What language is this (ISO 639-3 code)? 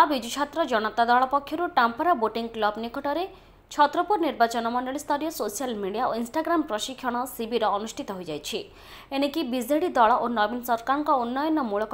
ori